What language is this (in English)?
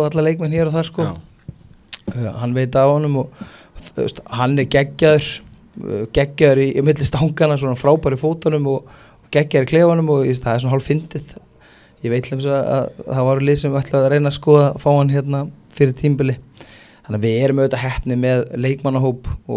Icelandic